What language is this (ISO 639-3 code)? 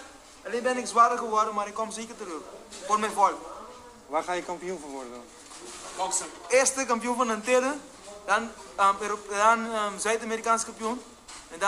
nld